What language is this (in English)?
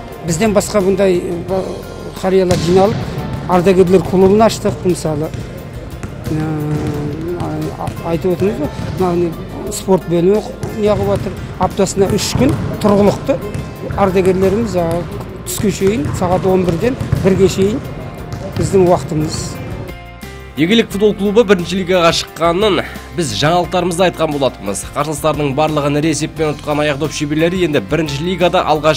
Kazakh